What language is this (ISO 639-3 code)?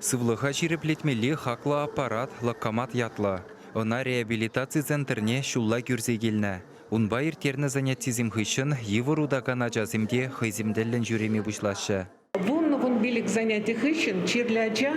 chv